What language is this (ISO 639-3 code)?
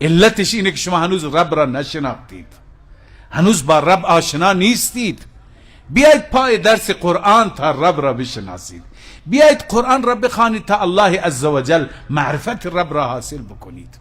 fas